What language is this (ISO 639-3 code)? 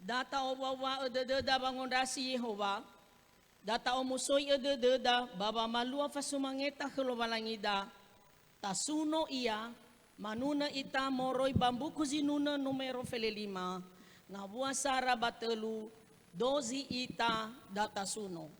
nia